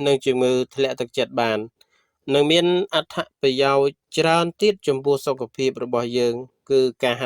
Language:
Khmer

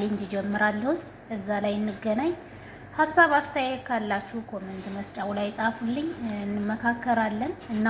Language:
Amharic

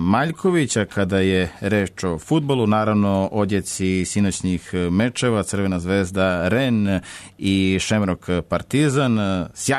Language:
Serbian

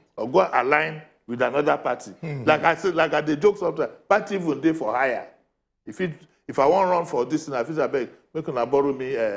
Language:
Nigerian Pidgin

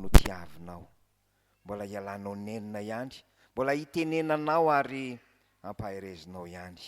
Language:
Malagasy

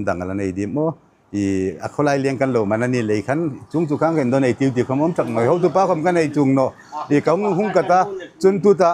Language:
Hmar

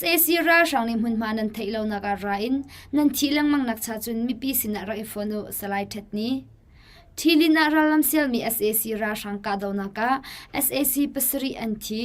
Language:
Hakha Chin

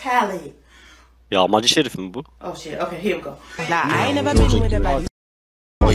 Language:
Turkish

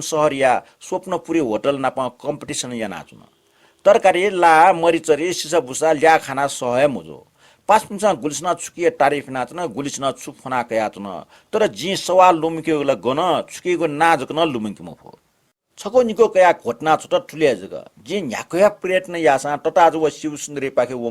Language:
Newari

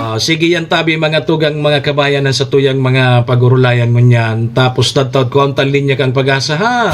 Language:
Bikol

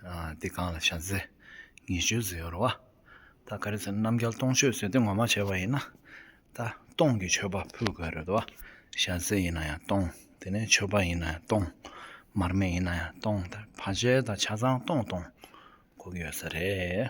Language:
Tibetan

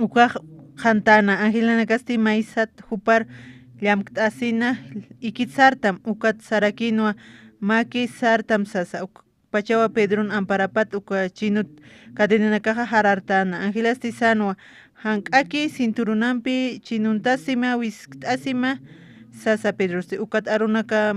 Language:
Aymara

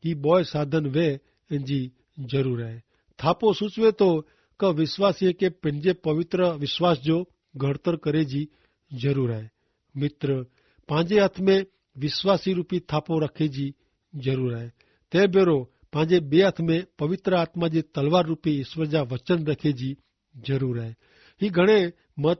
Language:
Kachhi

